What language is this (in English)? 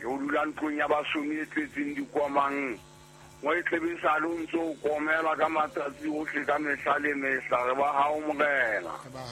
Southern Sotho